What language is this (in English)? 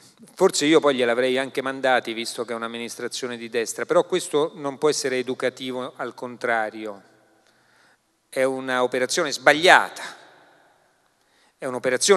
Italian